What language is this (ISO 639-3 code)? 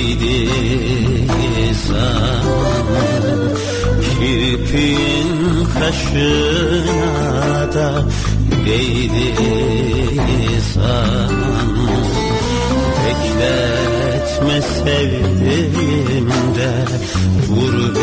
tur